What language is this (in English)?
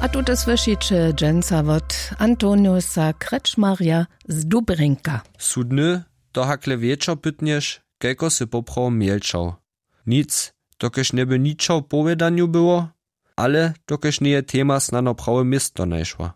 Upper Sorbian